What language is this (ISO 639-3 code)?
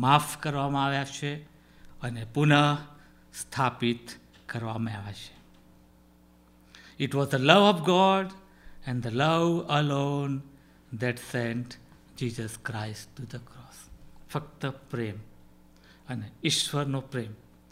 guj